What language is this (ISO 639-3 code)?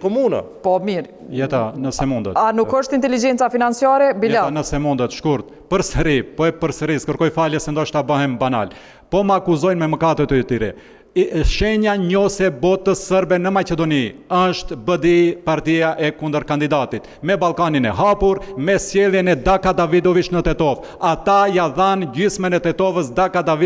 sqi